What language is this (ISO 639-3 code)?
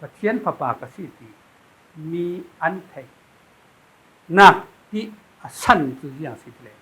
cfm